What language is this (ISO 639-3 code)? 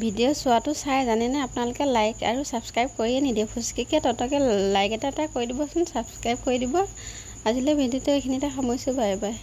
asm